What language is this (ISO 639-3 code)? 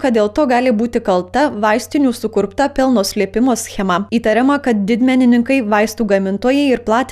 lit